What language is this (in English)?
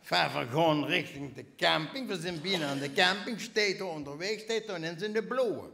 Limburgish